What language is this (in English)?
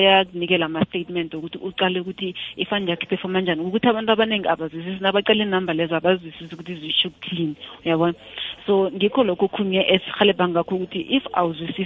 South Ndebele